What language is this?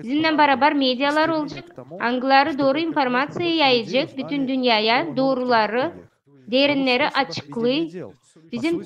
Gagauz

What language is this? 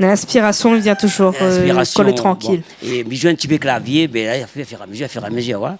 Réunion Creole French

